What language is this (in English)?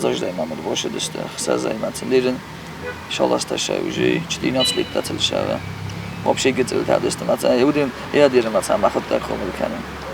Ossetic